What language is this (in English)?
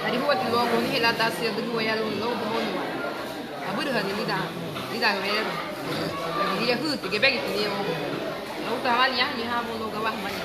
Garifuna